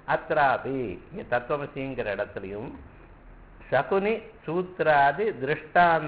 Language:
Tamil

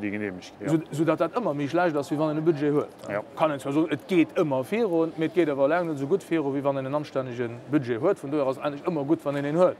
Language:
Luxembourgish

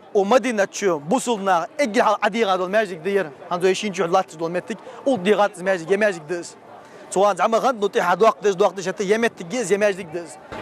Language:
Ingush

